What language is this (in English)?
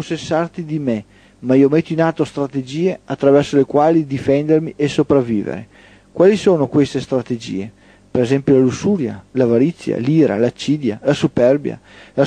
Italian